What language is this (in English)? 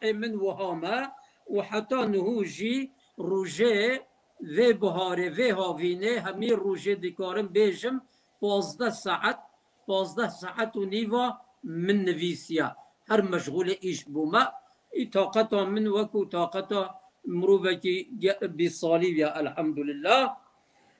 Kurdish